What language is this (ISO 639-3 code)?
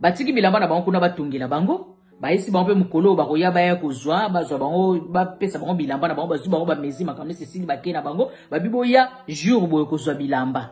lin